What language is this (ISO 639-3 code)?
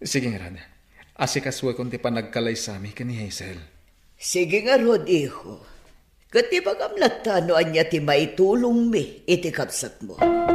ilo